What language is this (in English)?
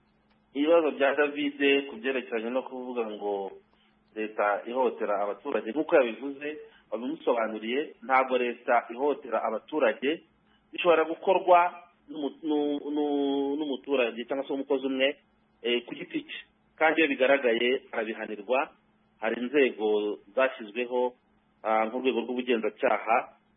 Kinyarwanda